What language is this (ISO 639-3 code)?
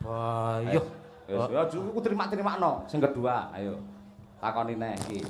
jav